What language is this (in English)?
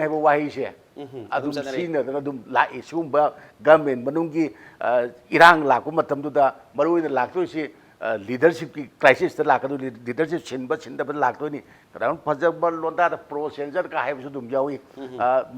Manipuri